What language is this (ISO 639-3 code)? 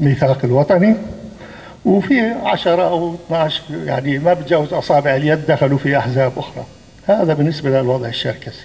apc